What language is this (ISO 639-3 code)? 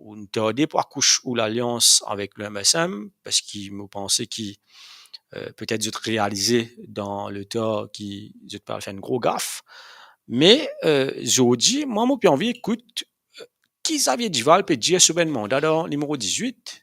mfe